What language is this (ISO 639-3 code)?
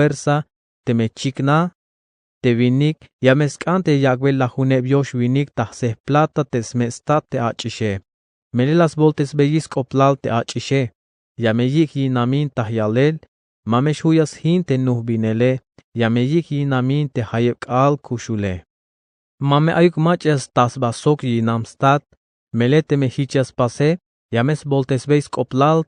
tzh